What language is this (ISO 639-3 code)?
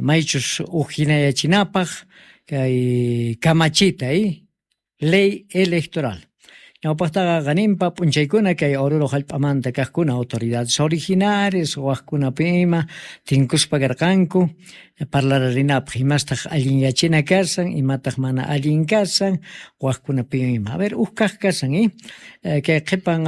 que